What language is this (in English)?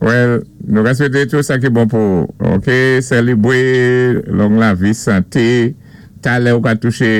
Saint Lucian Creole French